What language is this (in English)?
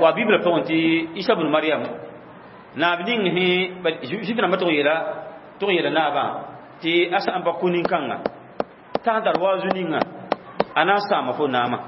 Mossi